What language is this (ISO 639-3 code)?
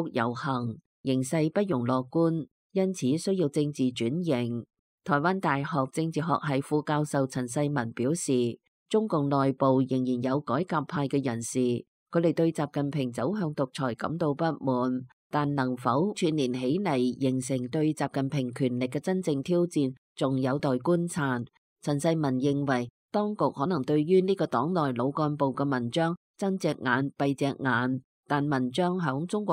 yue